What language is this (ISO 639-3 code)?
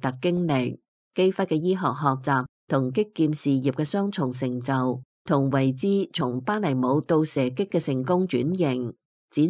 yue